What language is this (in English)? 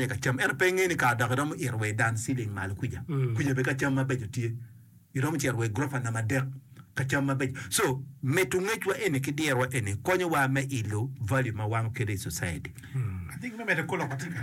Acoli